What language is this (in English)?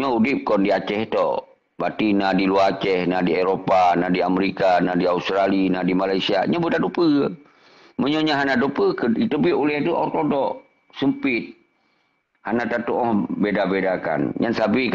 Achinese